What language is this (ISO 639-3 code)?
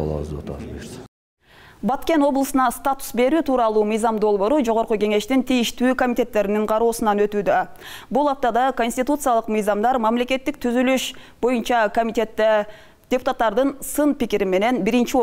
kir